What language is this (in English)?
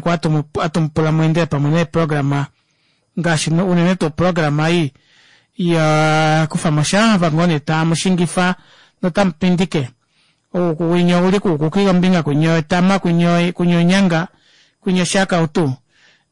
Kuanyama